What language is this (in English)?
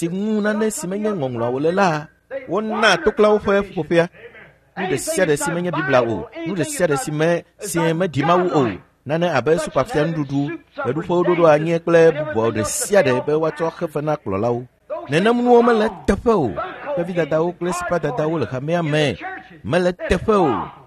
Ewe